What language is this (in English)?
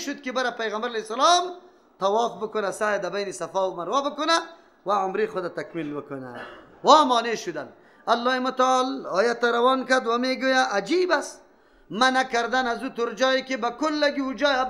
Persian